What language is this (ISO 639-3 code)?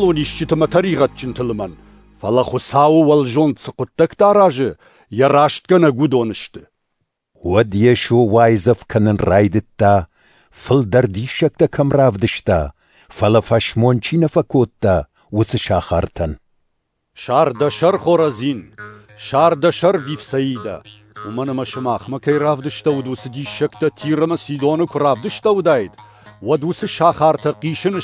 oss